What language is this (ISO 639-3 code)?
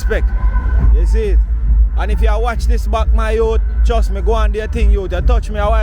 jam